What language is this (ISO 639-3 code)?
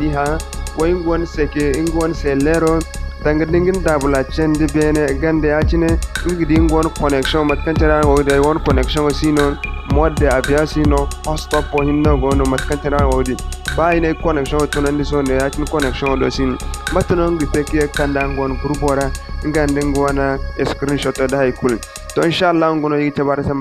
dje